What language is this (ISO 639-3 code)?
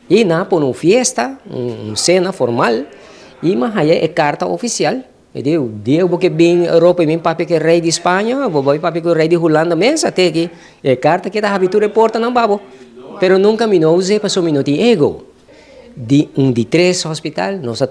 pap